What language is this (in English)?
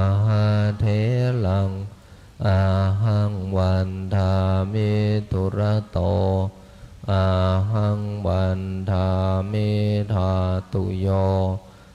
Pali